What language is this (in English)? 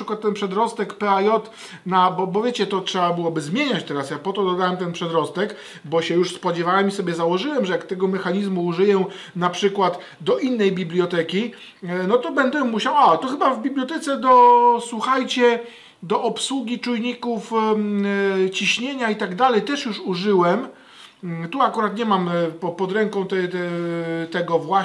Polish